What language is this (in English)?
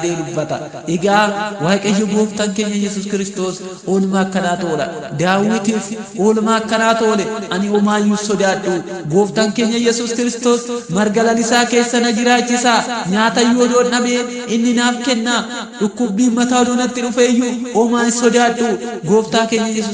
Oromo